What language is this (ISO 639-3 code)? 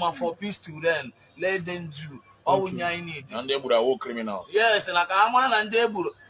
ibo